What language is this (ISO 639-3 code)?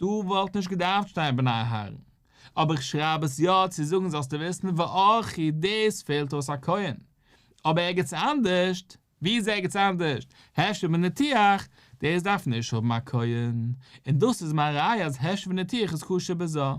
yid